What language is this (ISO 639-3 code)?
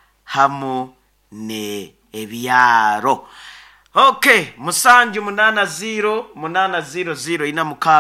nyo